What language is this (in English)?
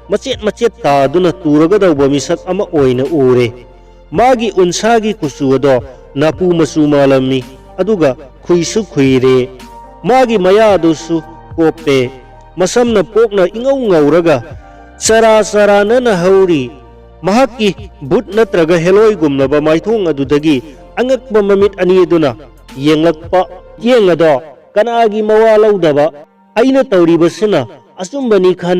Manipuri